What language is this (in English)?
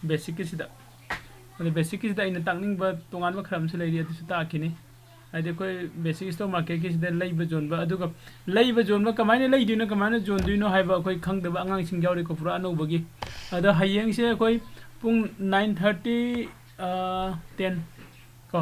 Manipuri